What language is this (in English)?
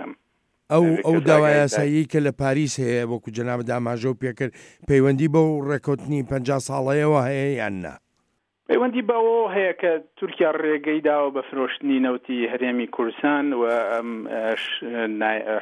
Central Kurdish